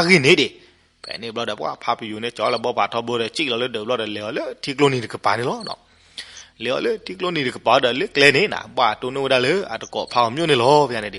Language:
S'gaw Karen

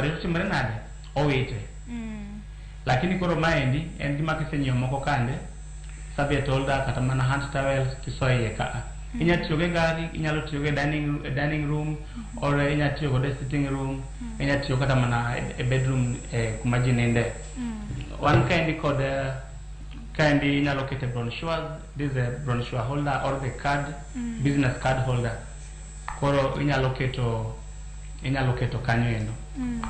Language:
Luo (Kenya and Tanzania)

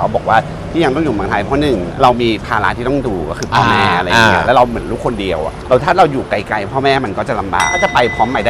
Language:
Thai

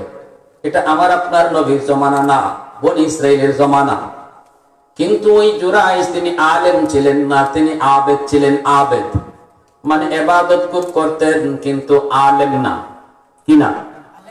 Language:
Bangla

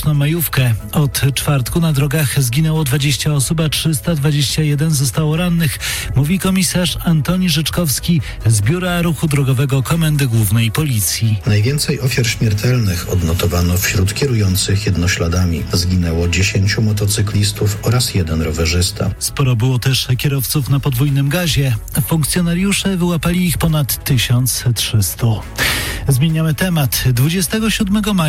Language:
Polish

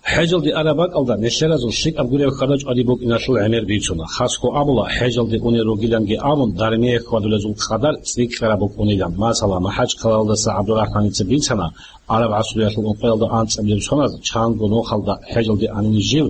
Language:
Avaric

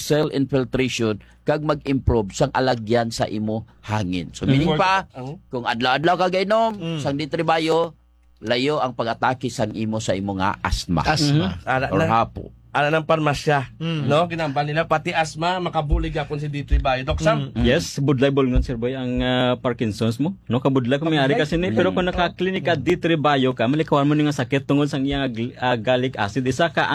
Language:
Hiligaynon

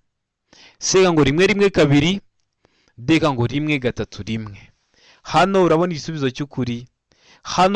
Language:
Kinyarwanda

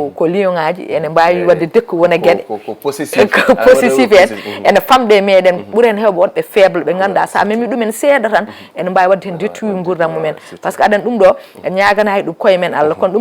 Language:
Fula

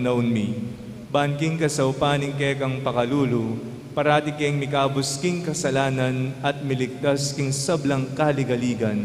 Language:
Pampanga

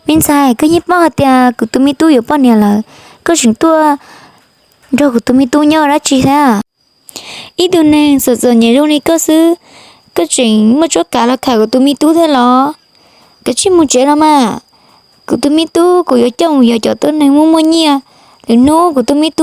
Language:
Hmong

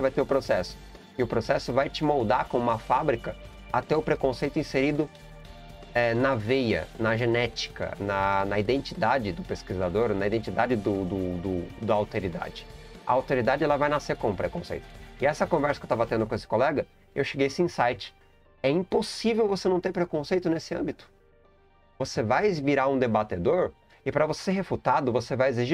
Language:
Portuguese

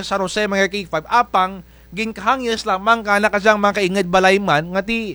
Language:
Kinaray-a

